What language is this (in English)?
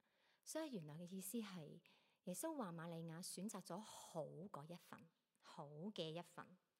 Cantonese